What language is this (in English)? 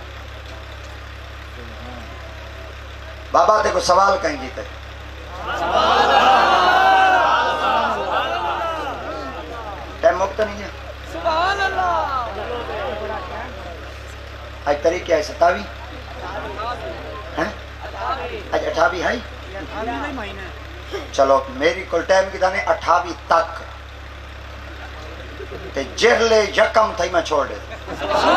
Saraiki